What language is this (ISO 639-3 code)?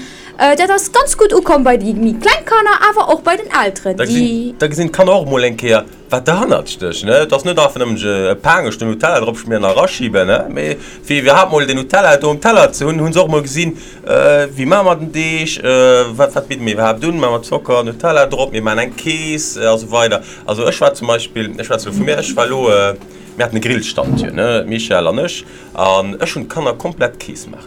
ltz